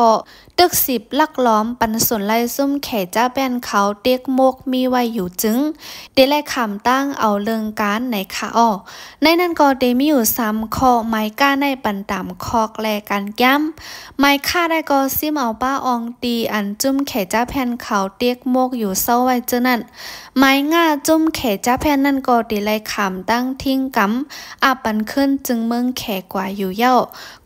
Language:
Shan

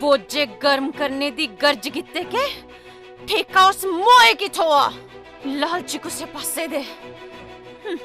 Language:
Dogri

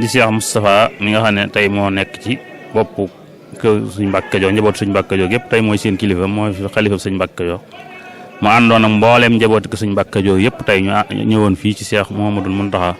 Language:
Wolof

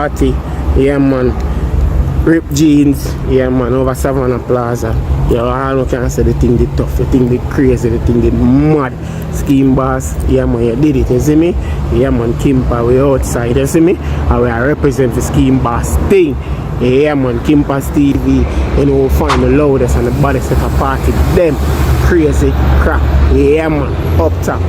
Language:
Jamaican Creole English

